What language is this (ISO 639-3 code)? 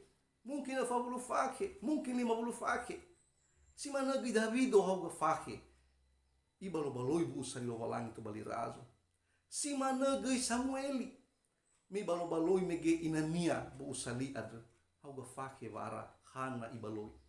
nia